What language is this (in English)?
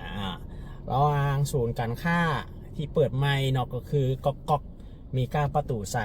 Lao